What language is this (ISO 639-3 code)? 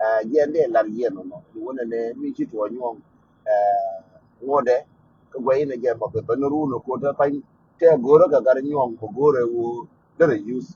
nus